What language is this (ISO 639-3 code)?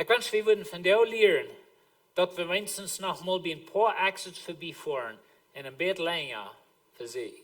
pdt